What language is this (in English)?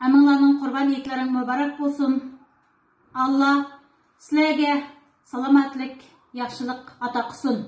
Uyghur